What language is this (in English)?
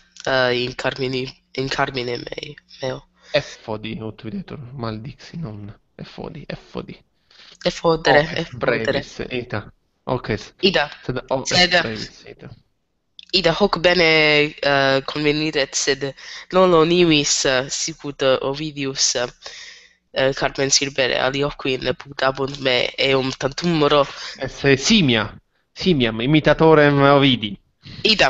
Latin